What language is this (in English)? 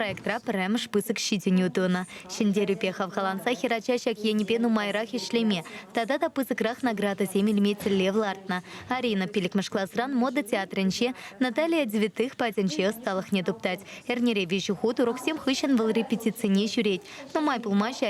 Chuvash